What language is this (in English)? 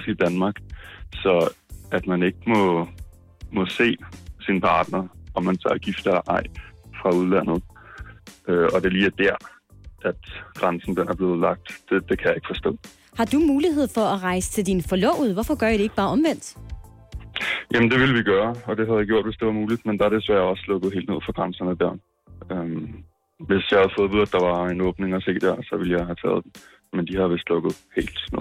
Danish